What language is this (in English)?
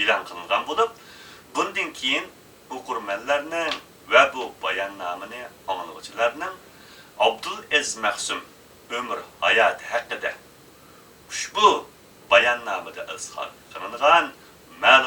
Uyghur